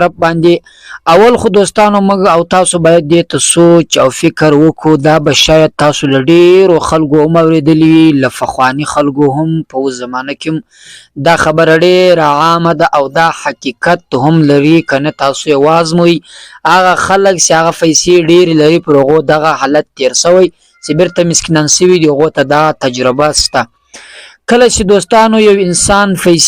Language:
Pashto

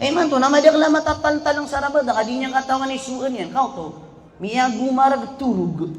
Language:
Maranao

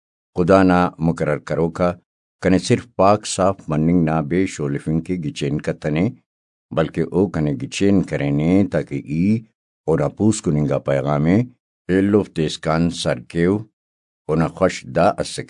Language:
Brahui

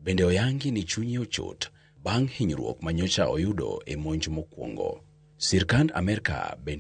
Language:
Luo (Kenya and Tanzania)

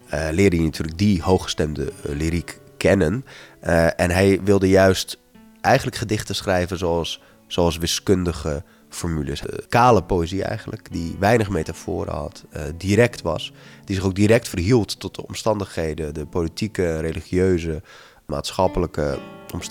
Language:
Dutch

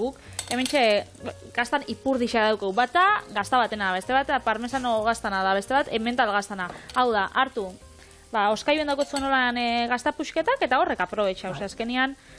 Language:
Basque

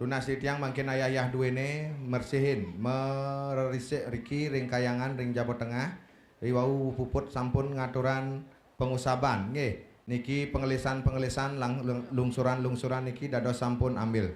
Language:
Balinese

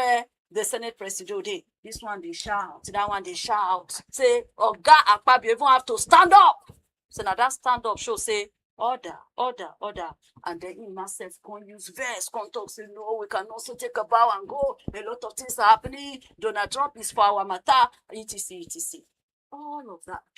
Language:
Nigerian Pidgin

